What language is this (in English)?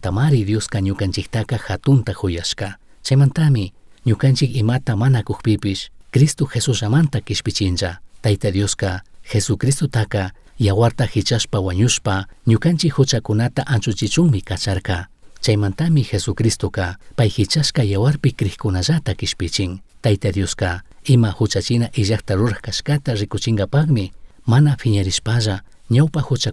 Chimborazo Highland Quichua